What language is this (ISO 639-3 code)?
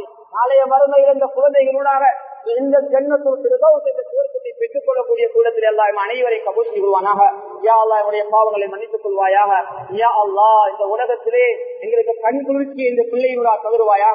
tam